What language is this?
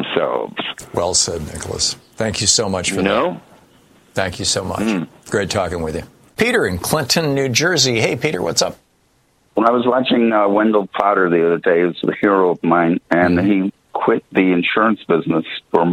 English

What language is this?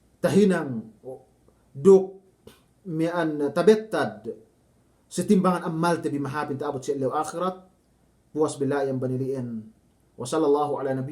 Yakan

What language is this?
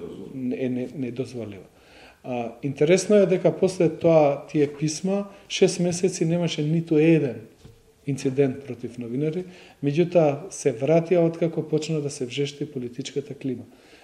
Macedonian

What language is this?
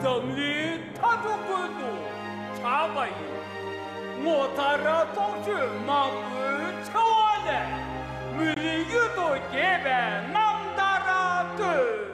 Amdo Tibetan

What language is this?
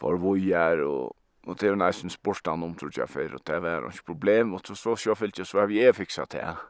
Faroese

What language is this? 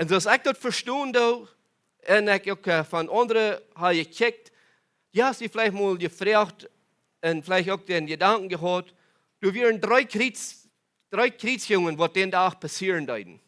Plautdietsch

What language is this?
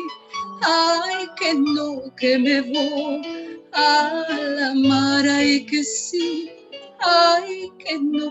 Ladino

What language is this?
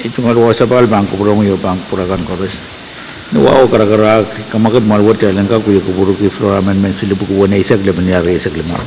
Pohnpeian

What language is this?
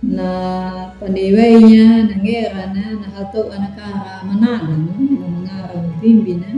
Anakalangu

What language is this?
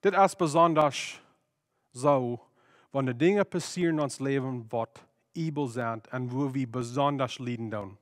Plautdietsch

